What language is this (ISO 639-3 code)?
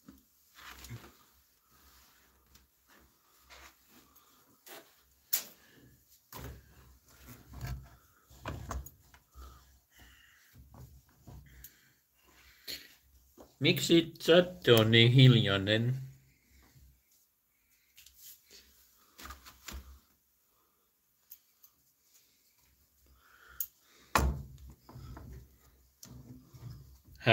fin